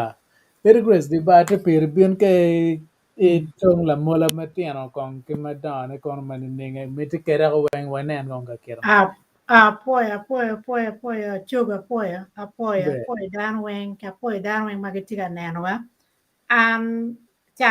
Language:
Acoli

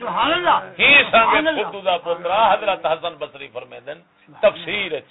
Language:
Saraiki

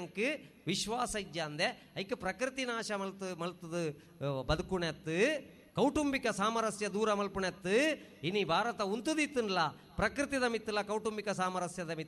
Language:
Tulu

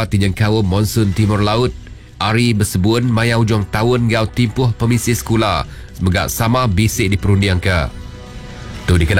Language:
Iban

